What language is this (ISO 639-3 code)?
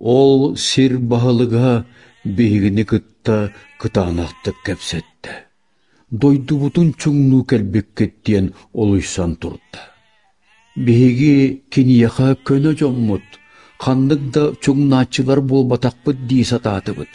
sah